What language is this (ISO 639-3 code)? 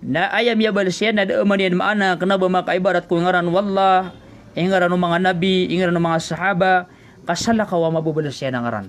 mrw